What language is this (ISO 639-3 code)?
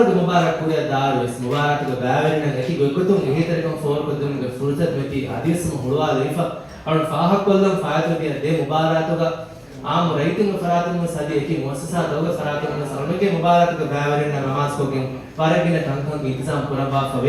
div